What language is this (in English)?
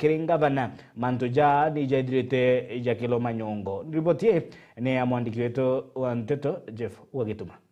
Meru